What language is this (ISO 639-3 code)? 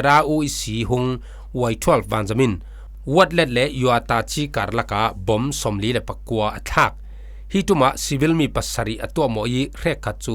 cfm